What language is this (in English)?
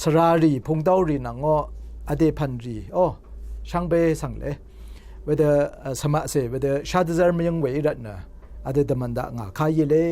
Rawang